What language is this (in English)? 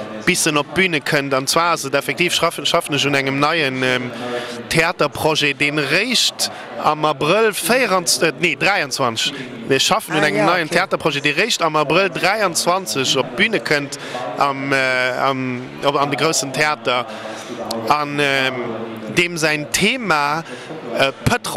Luxembourgish